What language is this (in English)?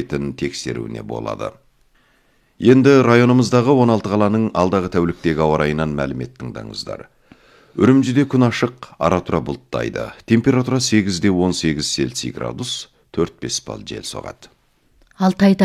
Kazakh